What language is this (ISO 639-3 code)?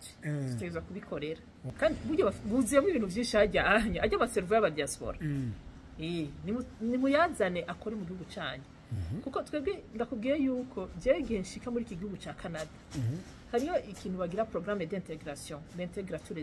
run